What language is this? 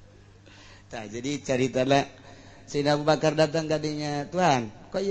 Sundanese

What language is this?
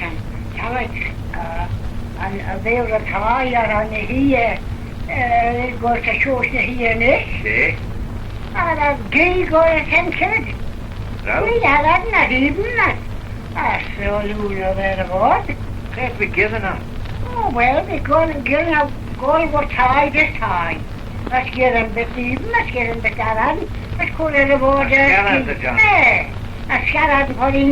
Manx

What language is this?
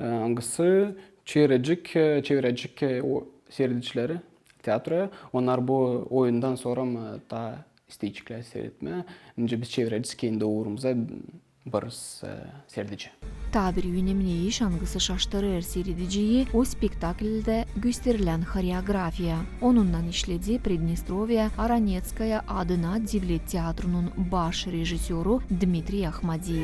Gagauz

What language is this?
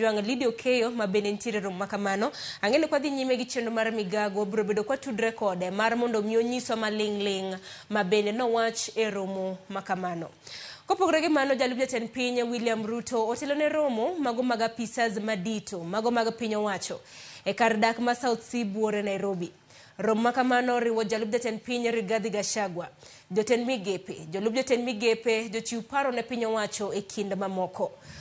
Luo (Kenya and Tanzania)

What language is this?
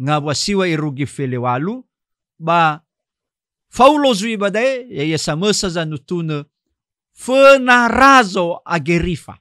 Nias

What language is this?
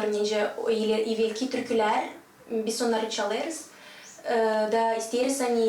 Gagauz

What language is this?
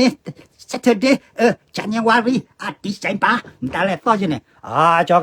S'gaw Karen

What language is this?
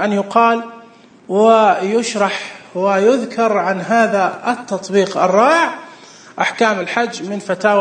Najdi Arabic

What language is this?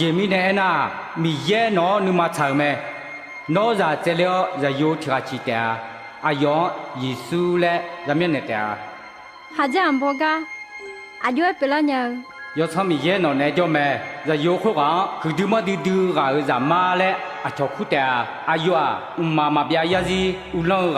Akha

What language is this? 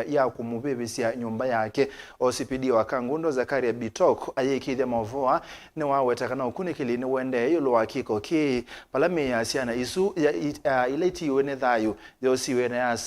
Kamba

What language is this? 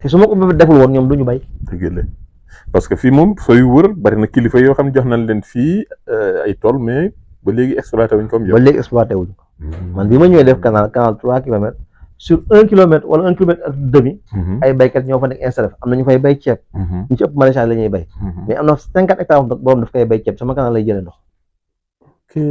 Wolof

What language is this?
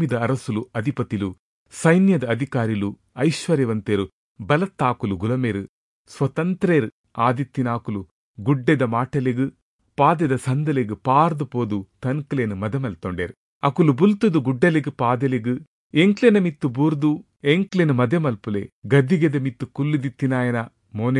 Tulu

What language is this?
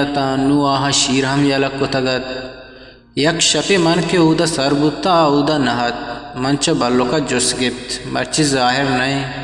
Eastern Balochi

